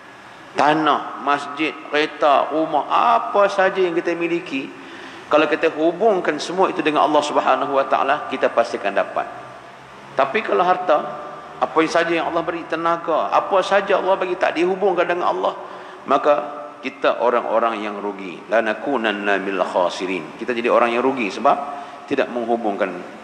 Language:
Malay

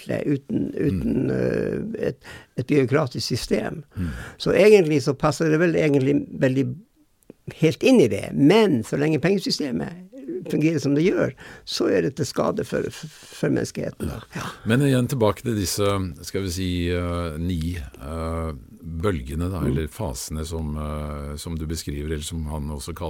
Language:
Norwegian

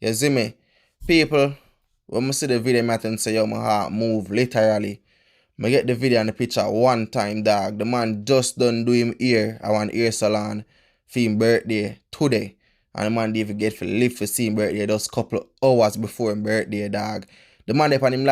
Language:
Jamaican Creole English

